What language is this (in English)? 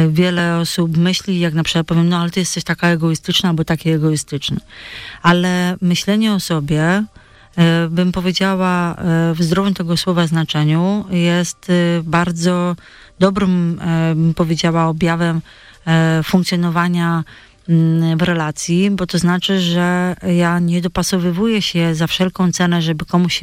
Polish